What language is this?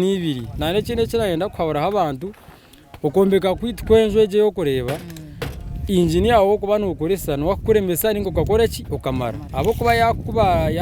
Nyankole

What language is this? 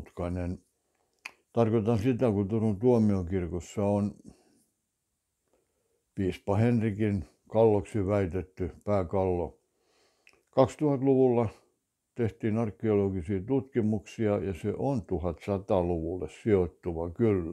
Finnish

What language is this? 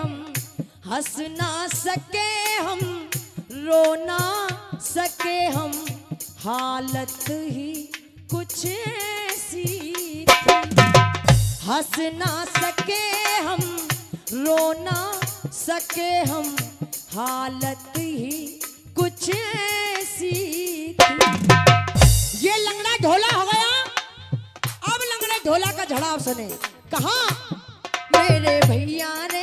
Hindi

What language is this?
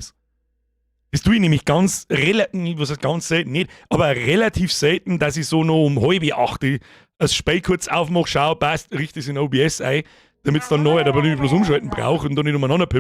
Bavarian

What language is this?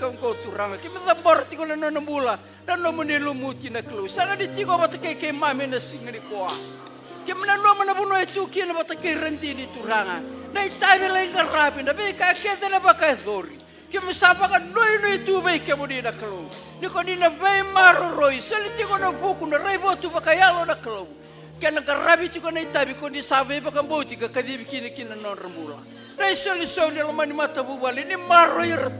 Fijian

